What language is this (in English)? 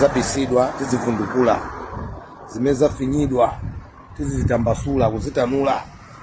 Nyanja